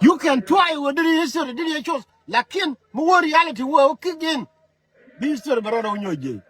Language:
Nuer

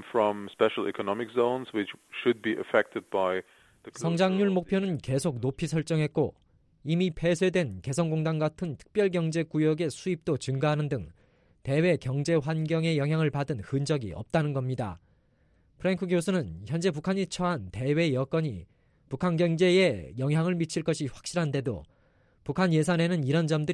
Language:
Korean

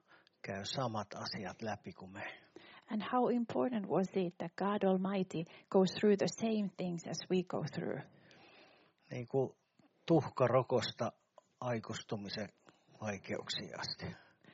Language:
Finnish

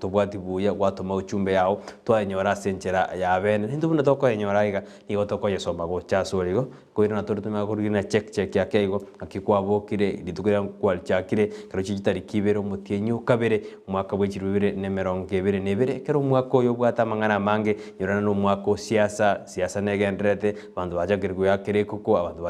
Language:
Gusii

